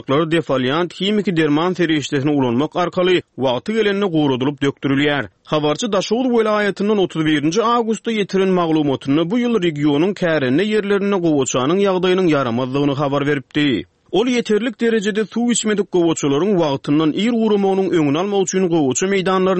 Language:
Turkmen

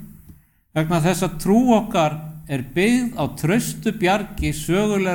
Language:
Icelandic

